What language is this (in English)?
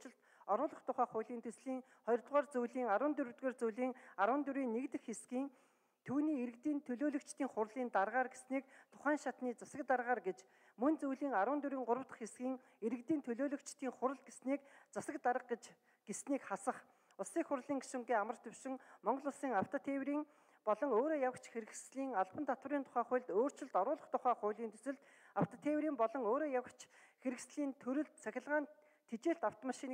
Mongolian